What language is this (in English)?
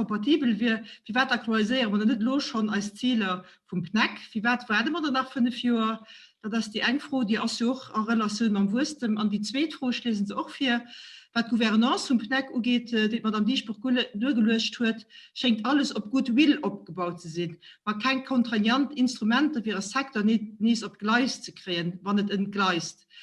Luxembourgish